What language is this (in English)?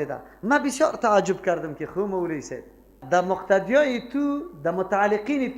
Persian